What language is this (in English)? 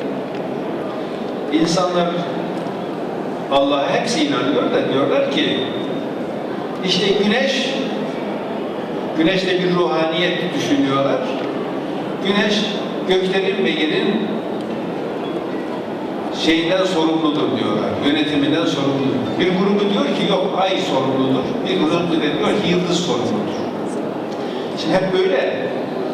Turkish